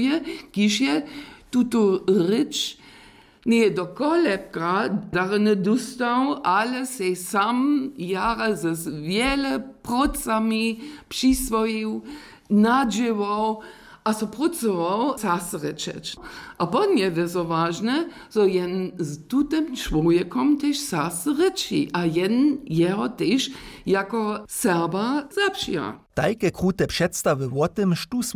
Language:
Upper Sorbian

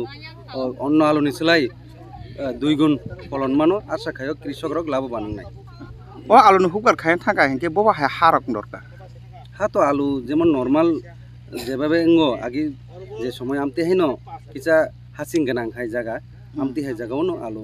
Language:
Kok Borok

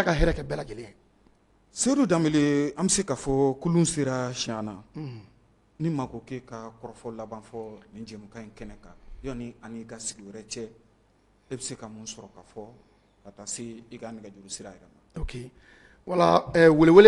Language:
Bambara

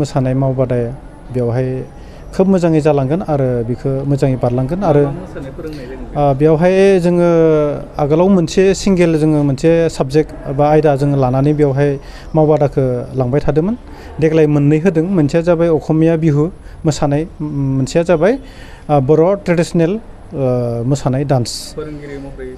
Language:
Bodo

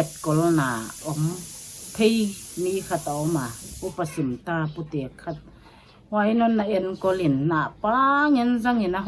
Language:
Paite Chin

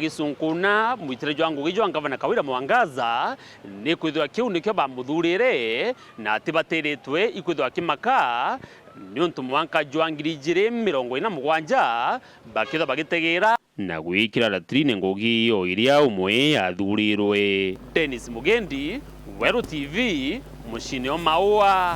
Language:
Meru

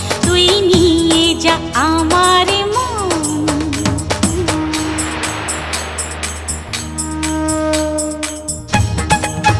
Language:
Bangla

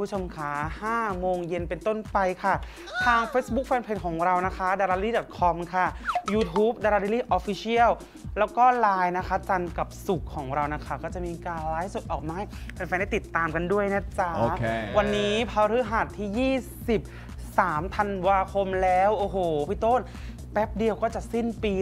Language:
Thai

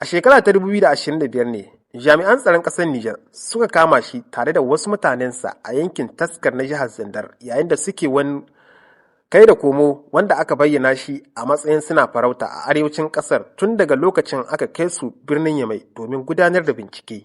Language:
Hausa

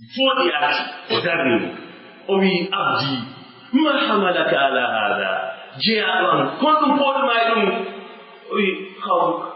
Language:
Pular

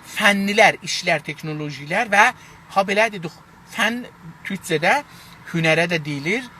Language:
South Azerbaijani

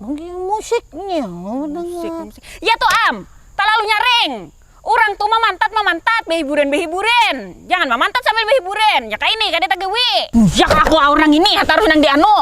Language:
Banjar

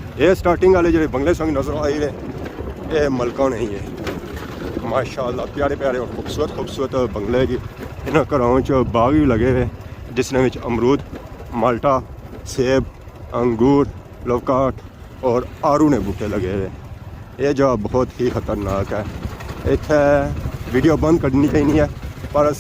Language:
Pahari-Potwari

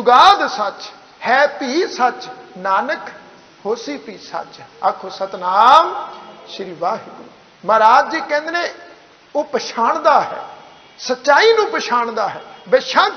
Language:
Punjabi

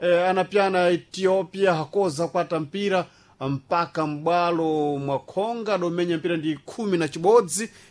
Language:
Sena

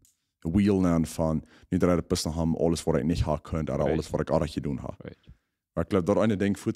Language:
Plautdietsch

